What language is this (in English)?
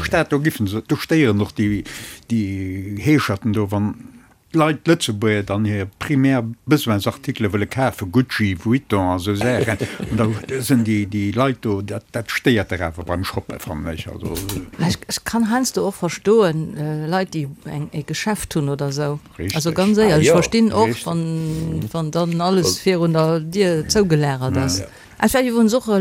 Luxembourgish